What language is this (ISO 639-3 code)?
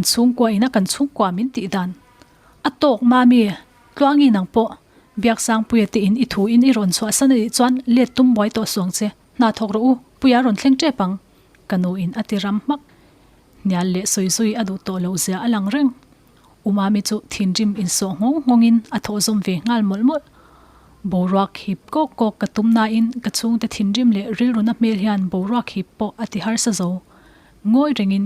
lus